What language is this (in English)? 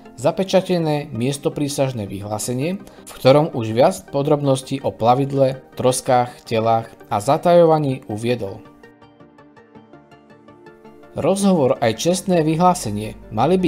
Slovak